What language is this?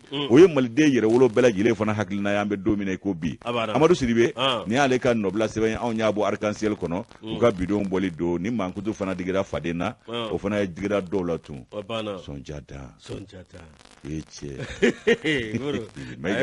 Bambara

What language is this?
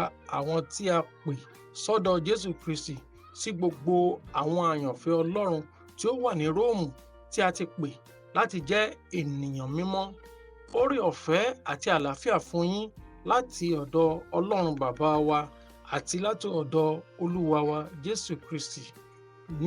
Yoruba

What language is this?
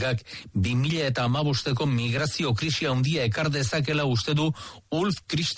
Basque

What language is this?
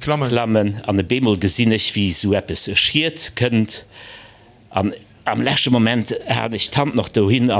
Luxembourgish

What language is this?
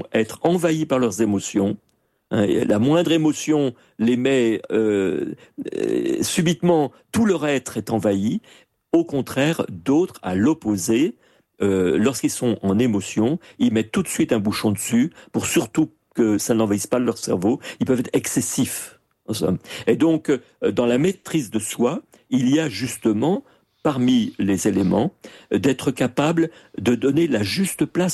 French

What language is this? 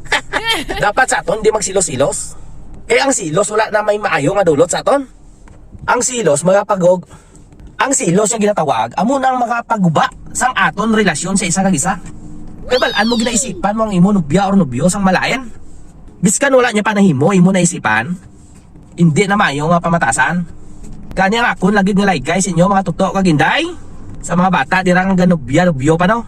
Hiligaynon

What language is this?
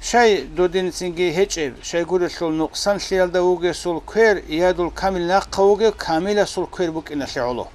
Avaric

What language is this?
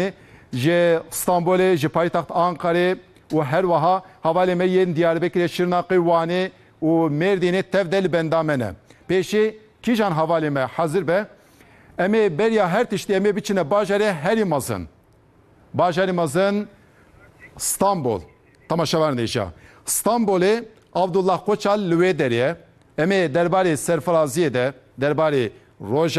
Kurdish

